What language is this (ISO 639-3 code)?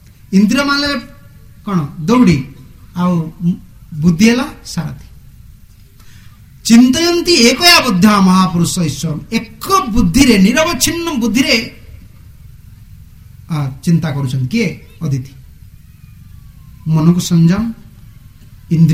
ori